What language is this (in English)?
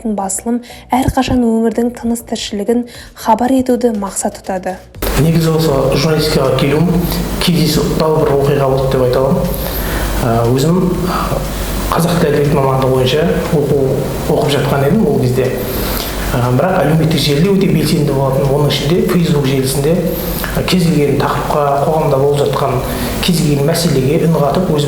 Kazakh